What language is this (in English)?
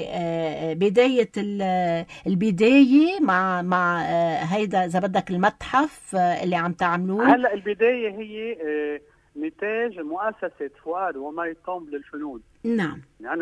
North Levantine Arabic